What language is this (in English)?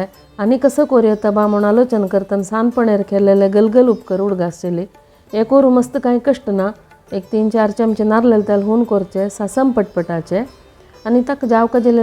Konkani